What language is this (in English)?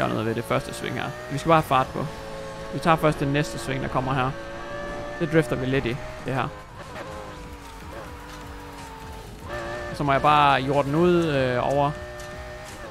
Danish